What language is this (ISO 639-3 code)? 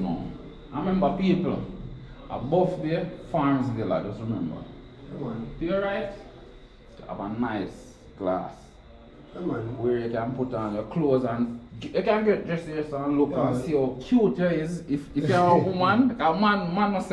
jam